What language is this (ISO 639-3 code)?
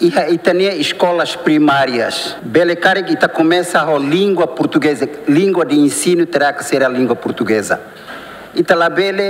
tet